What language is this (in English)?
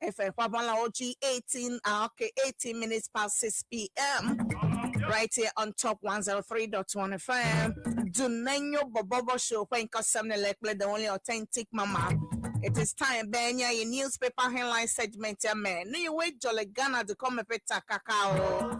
Ewe